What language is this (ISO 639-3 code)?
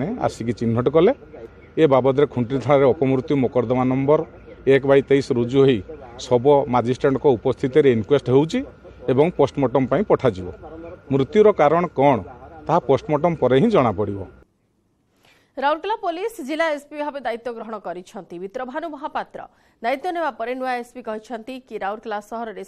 ori